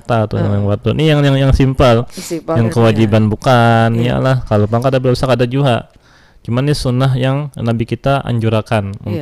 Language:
Banjar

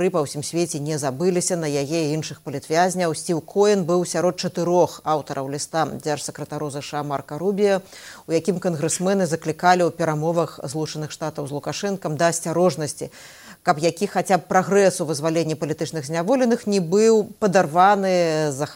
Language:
Belarusian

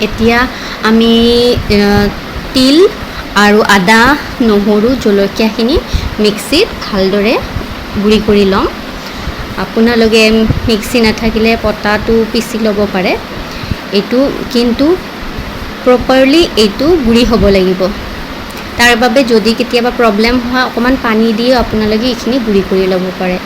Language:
Assamese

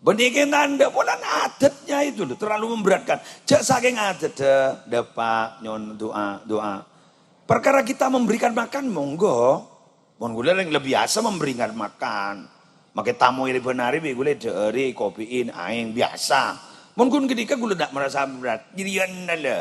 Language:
Madurese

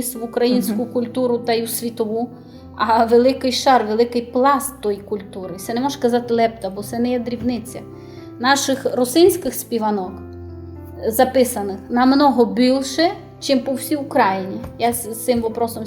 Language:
Rusyn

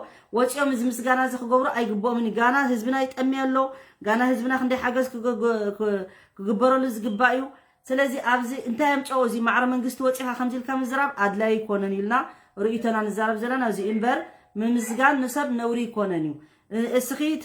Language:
Tigrinya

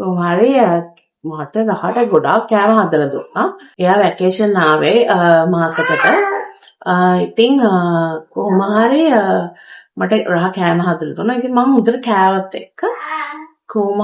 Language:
Sinhala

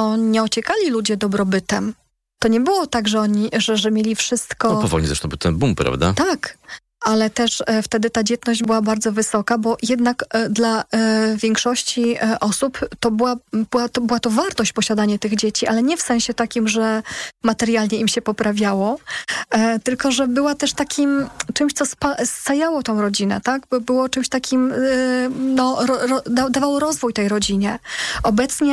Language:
Polish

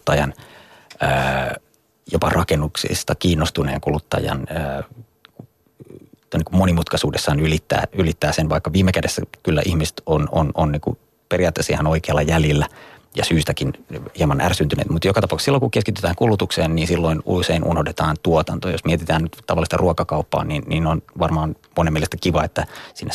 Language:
Finnish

